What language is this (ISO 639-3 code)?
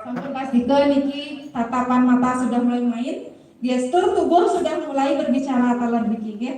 ban